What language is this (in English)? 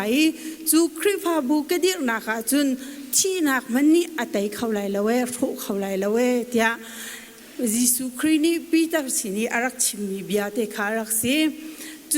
Hakha Chin